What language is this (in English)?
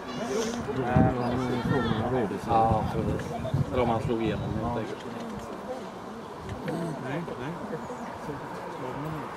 Swedish